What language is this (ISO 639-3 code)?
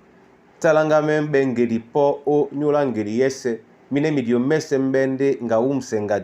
dua